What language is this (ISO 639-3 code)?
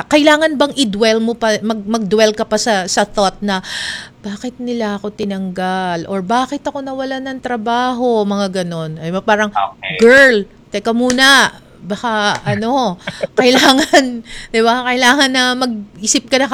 fil